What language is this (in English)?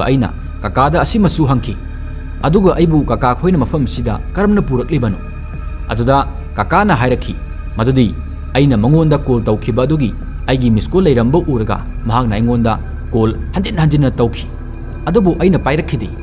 Manipuri